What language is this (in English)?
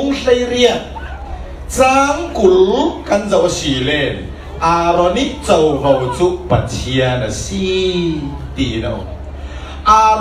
Falam Chin